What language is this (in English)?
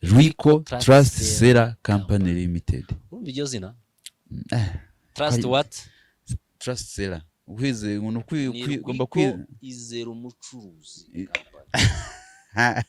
Kinyarwanda